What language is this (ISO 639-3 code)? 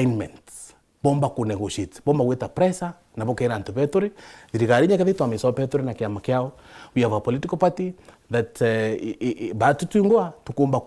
mer